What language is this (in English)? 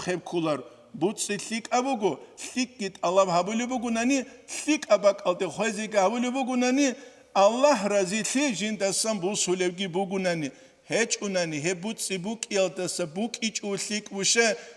Avaric